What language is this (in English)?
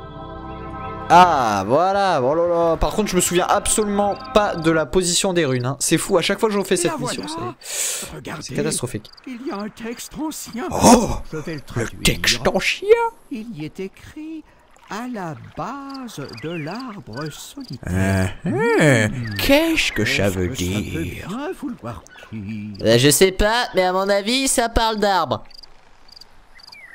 French